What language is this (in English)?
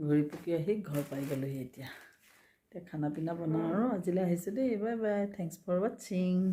Assamese